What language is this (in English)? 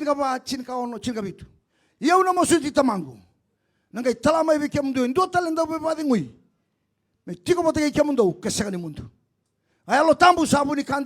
Fijian